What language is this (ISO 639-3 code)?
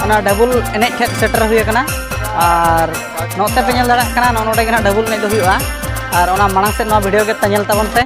sat